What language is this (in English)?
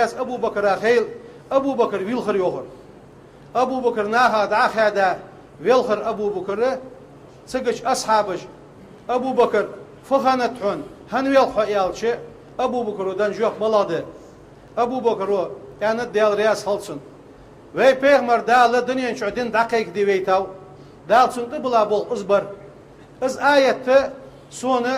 Ingush